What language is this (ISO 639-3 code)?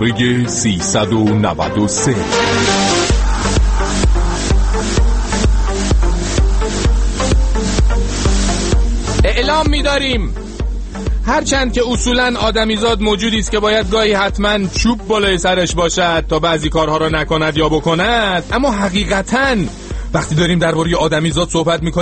fas